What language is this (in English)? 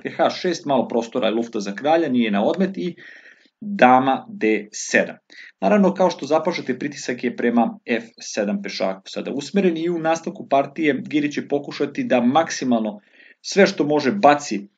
Serbian